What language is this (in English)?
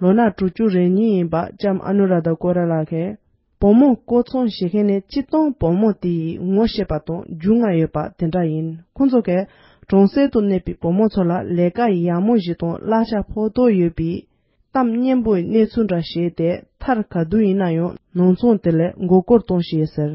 Tibetan